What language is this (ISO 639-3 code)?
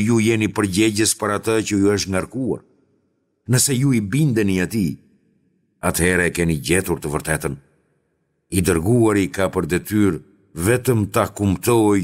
sqi